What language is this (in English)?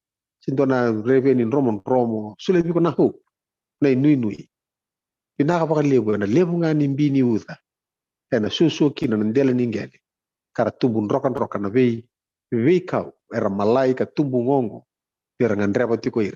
Fijian